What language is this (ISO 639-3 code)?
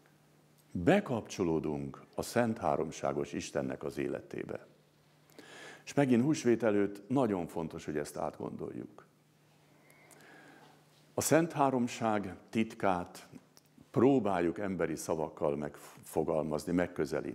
hun